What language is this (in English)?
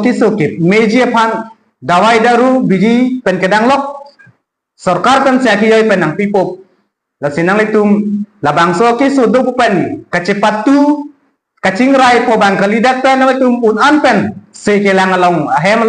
Karbi